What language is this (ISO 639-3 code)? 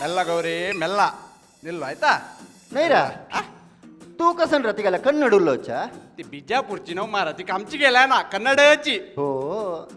kok